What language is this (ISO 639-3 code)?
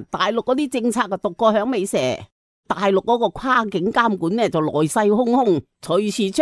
yue